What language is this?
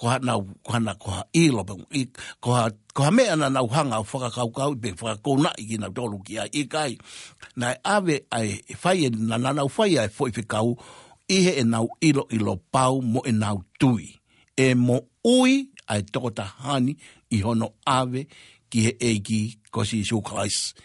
Tongan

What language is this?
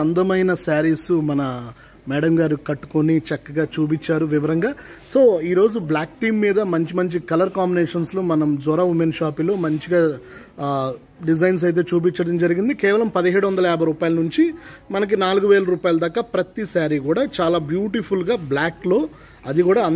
Telugu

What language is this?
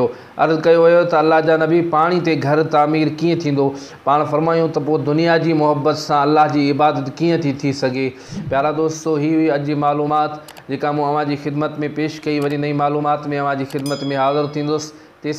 Sindhi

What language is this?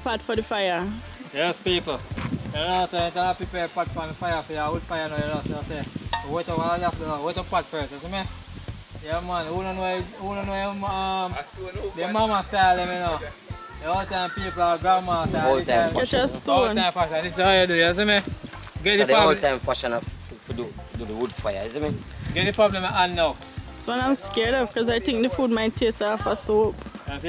Jamaican Creole English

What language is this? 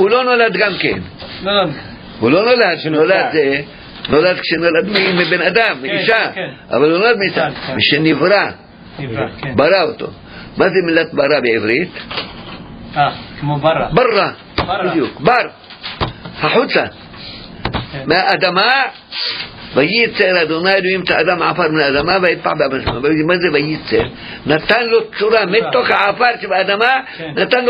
Hebrew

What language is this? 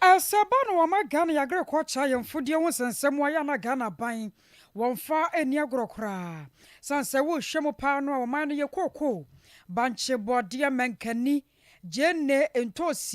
Akan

